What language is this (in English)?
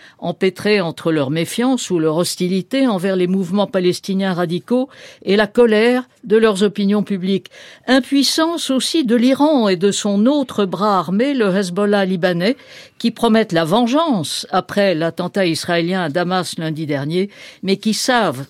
French